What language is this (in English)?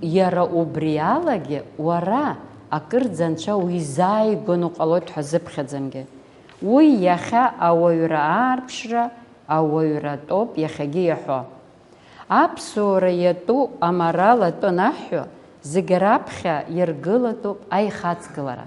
Abkhazian